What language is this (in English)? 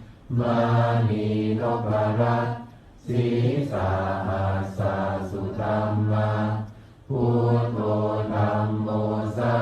Pali